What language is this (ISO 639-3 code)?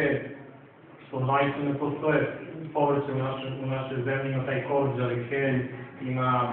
srp